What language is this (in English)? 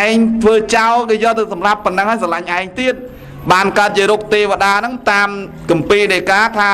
Khmer